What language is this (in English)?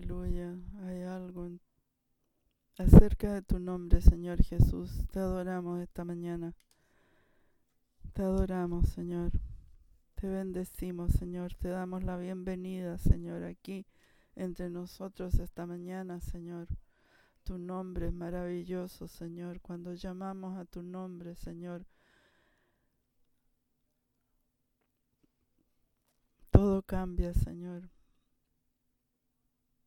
Spanish